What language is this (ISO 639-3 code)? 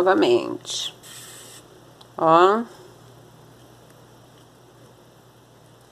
por